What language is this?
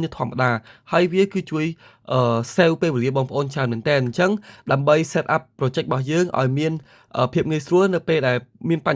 Khmer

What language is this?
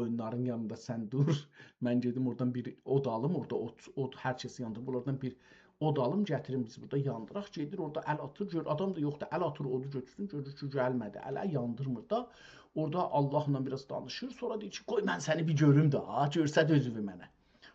South Azerbaijani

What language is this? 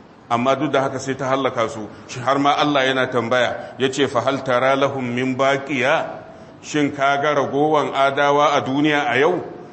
Hausa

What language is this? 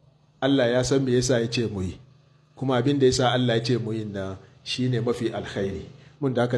Hausa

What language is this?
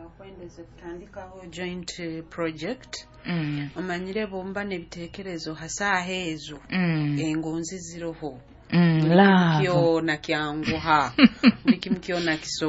Nyoro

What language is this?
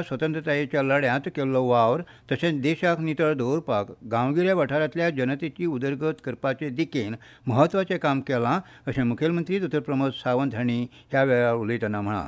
Konkani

